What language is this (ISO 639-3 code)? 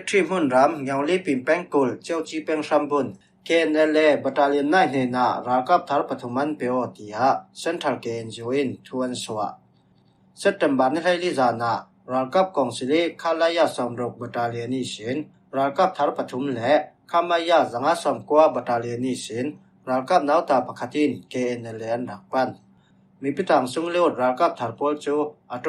cfm